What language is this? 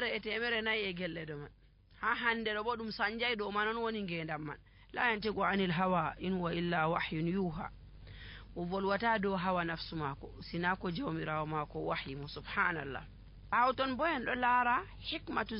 Nigerian Fulfulde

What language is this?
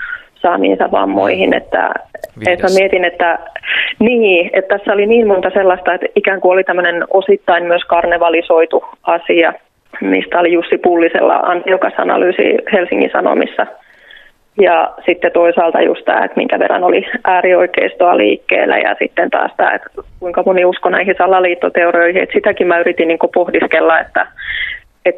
Finnish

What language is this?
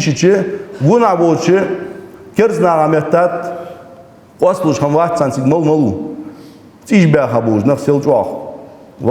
Ingush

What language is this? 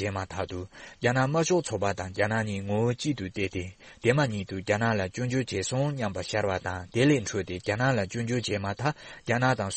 Tibetan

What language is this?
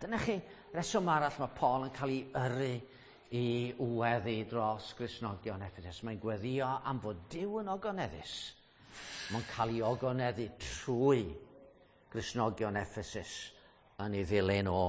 Welsh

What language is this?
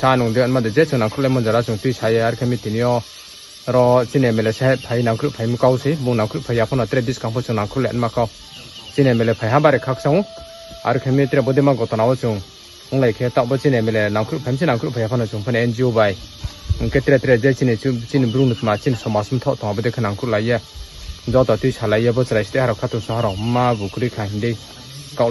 Riang (India)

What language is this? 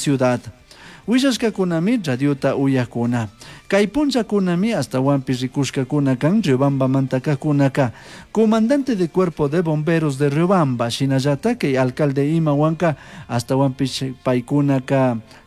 Chimborazo Highland Quichua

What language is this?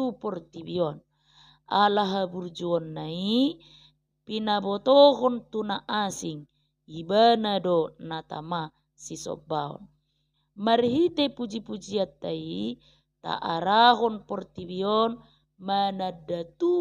Batak Toba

